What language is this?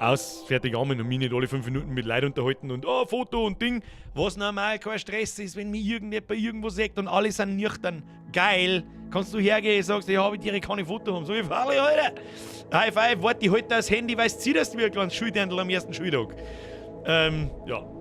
Bavarian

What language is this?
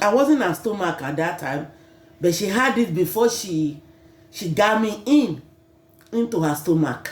Yoruba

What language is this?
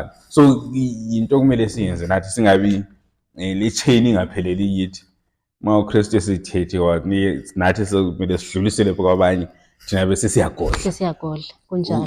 Zulu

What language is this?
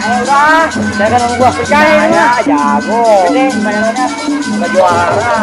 Betawi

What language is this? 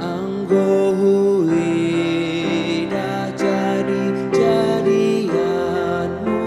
Batak Simalungun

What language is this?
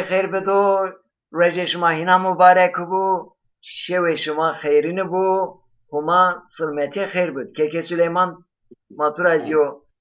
Zaza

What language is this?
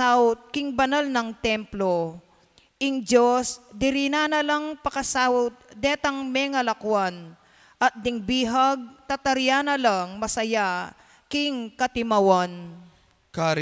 Pampanga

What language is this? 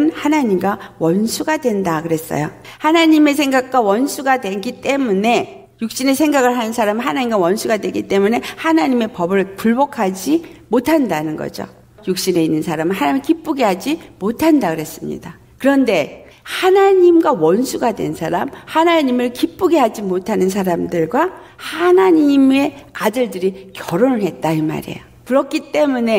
Korean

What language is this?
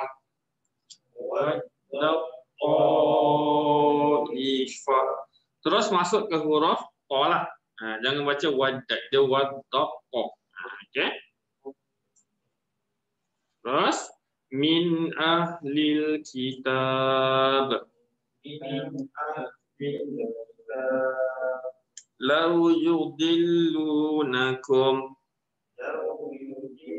Malay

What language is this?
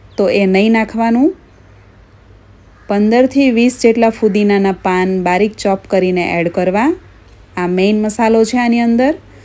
Gujarati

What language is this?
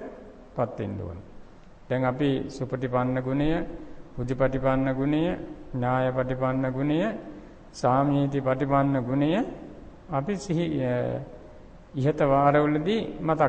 Sinhala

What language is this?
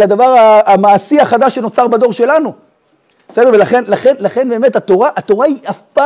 Hebrew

